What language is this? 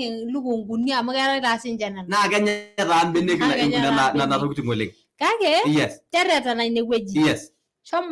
Masai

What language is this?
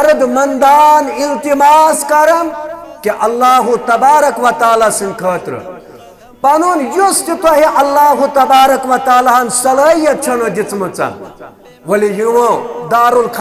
Kashmiri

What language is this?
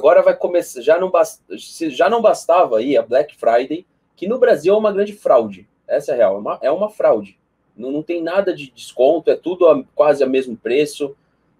Portuguese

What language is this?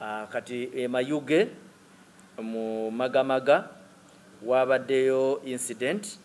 Ganda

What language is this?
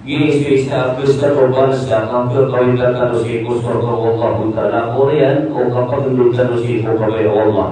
Maranao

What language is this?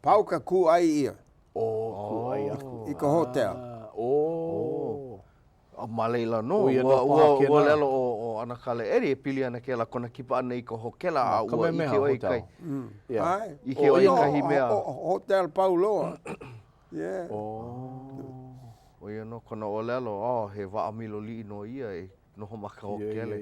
Hawaiian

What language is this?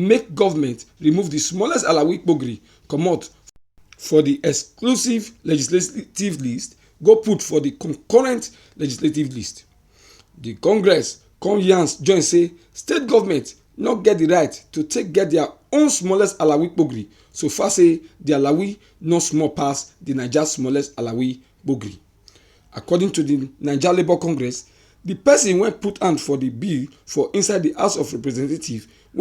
Nigerian Pidgin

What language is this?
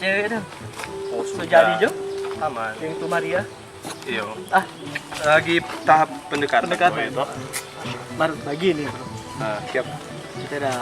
Manado Malay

